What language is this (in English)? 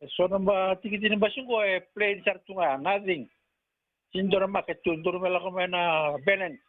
Fijian